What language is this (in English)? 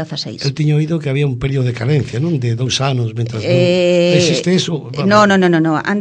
Galician